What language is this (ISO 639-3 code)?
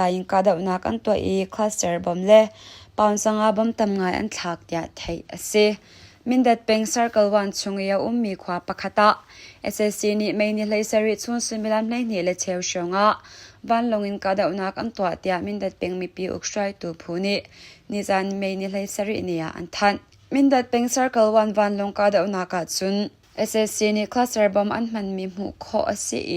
cnh